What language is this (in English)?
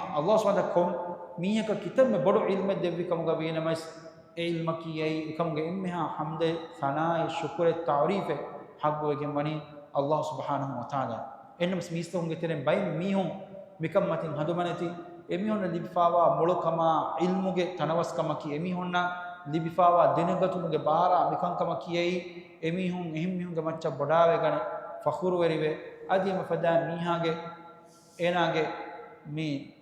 Divehi